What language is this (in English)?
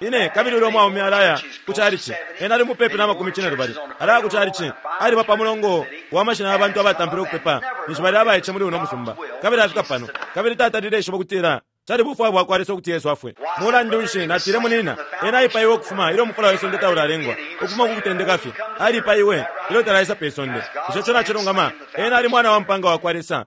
Bemba